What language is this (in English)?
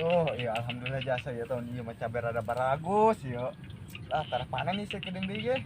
Sundanese